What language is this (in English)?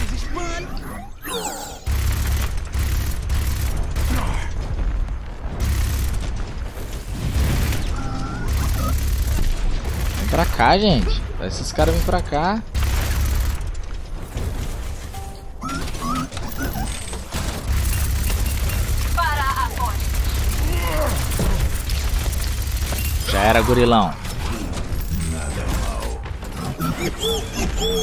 Portuguese